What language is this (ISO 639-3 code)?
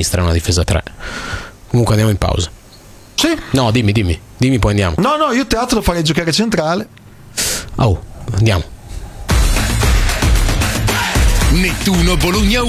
ita